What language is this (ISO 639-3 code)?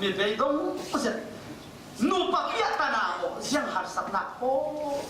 cfm